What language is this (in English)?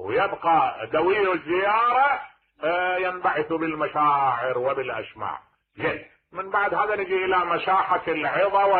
Mesopotamian Arabic